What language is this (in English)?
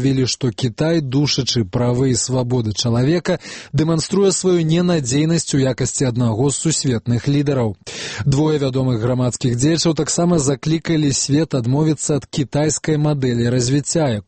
Belarusian